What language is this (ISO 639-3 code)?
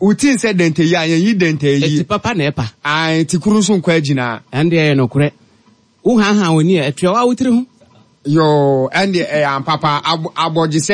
aka